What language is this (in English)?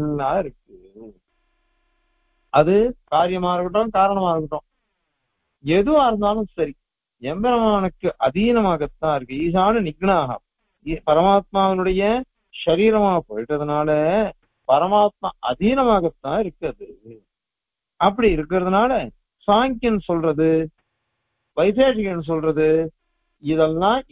Tamil